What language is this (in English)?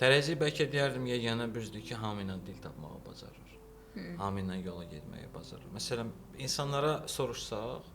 Azerbaijani